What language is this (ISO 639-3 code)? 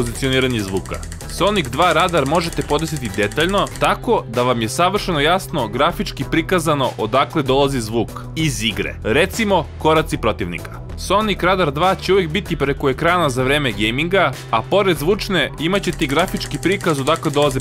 srp